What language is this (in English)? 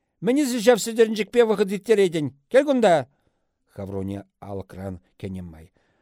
Chuvash